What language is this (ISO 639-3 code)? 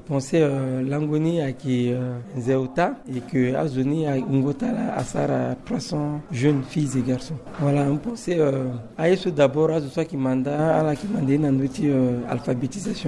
sag